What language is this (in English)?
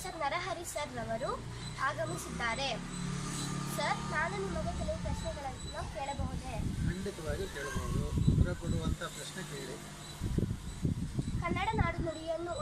Kannada